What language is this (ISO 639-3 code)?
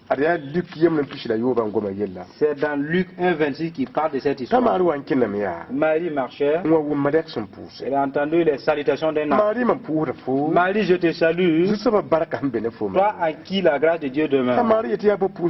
mos